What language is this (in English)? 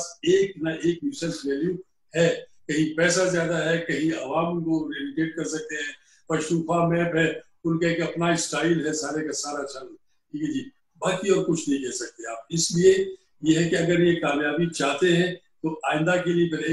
Urdu